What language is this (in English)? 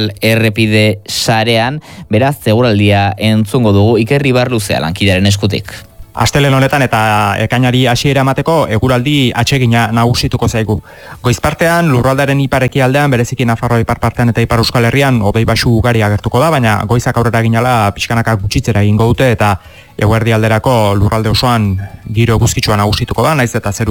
Basque